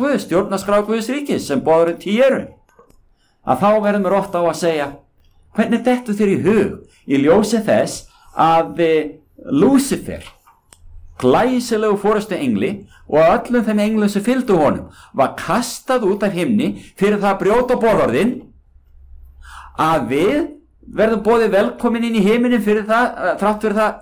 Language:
Icelandic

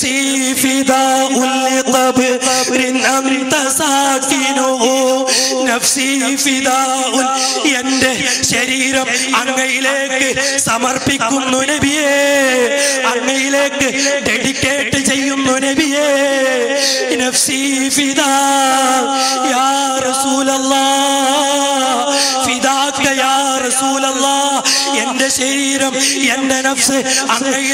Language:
Malayalam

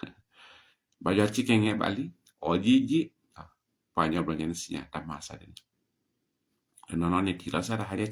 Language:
S'gaw Karen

